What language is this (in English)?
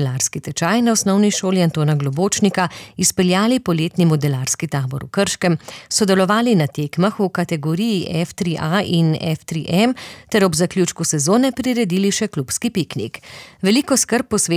Slovenian